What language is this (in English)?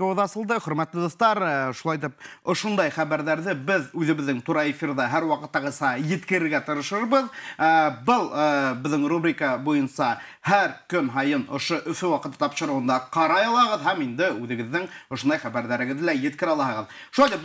Bashkir